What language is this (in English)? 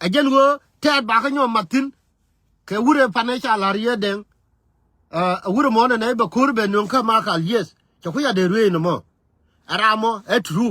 Nuer